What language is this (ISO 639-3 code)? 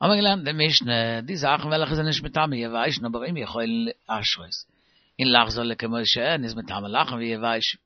yid